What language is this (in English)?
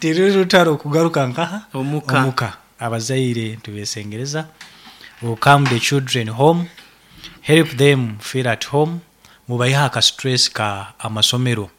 Nyankole